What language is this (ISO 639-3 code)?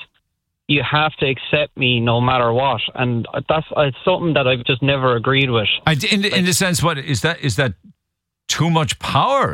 eng